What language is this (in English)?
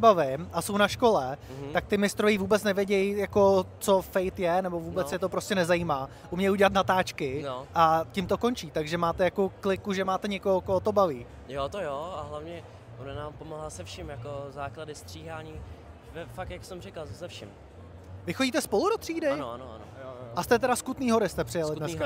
Czech